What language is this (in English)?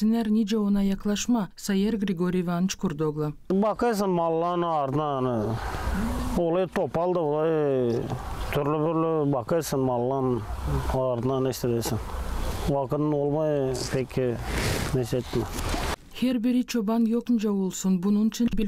Gagauz